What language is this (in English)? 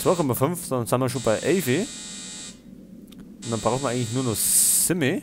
Bavarian